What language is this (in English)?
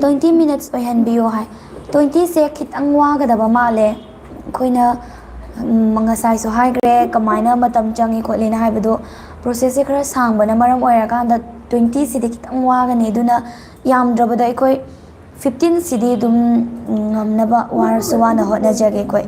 Manipuri